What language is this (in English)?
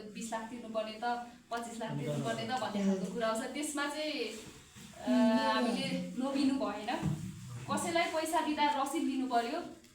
Nepali